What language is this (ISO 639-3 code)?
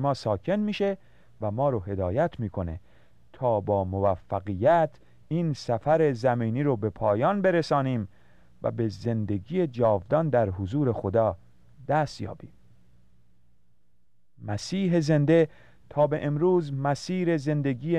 fas